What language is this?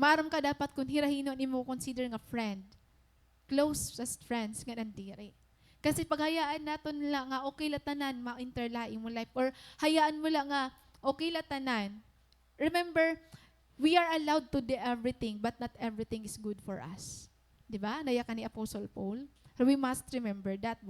Waray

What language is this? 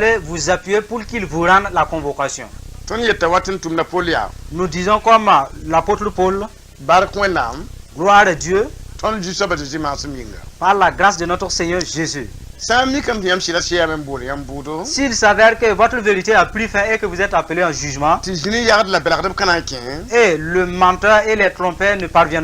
Mossi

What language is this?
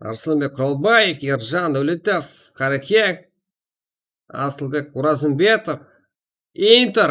Kara-Kalpak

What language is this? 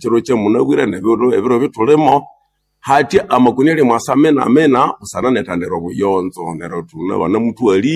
Nande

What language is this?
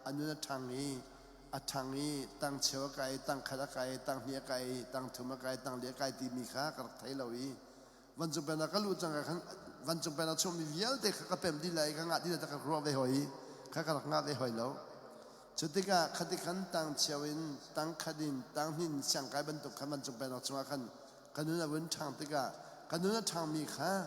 Hakha Chin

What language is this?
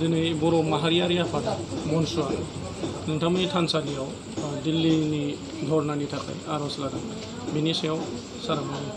Bodo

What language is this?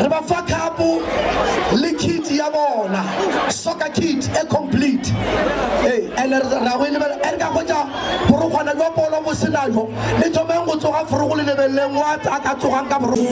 Northern Sotho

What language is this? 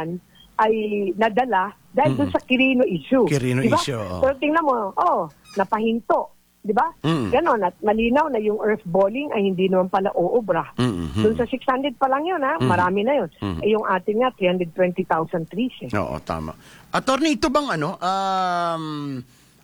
Filipino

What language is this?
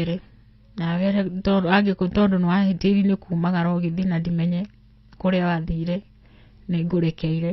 Kikuyu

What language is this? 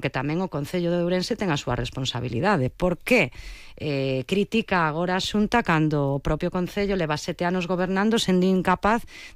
Galician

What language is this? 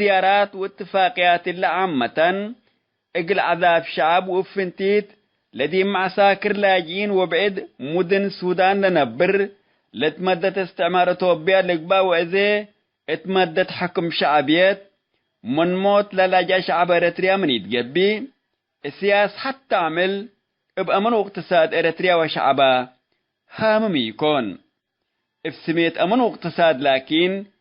Tigre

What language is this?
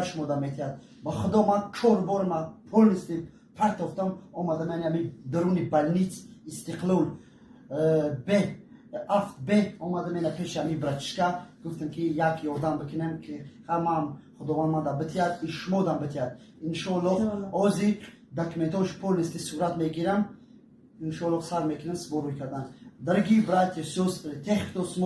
Tajik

